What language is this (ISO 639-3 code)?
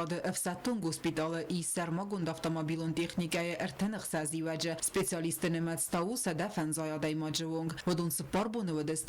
oss